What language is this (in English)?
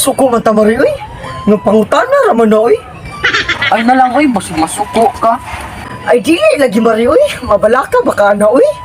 Cebuano